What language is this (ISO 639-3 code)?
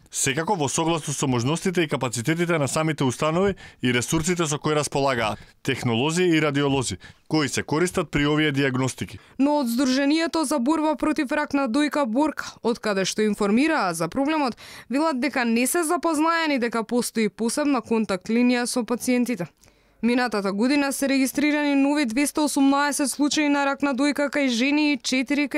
mkd